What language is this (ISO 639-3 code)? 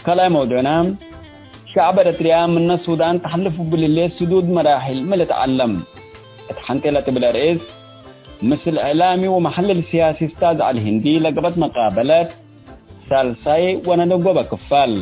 tig